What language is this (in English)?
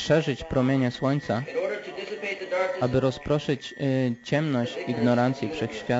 Polish